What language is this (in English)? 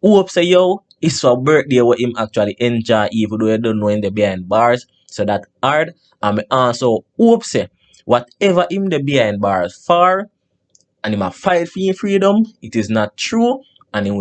Jamaican Creole English